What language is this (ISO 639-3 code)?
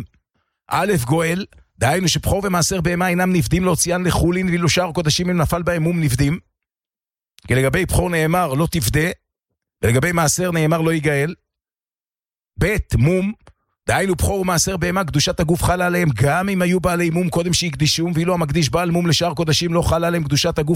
heb